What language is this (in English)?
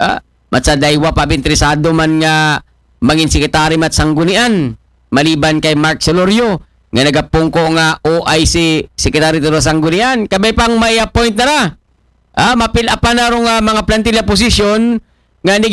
Aklanon